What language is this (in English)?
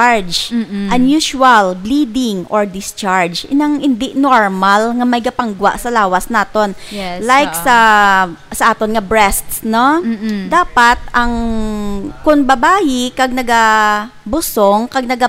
Hiligaynon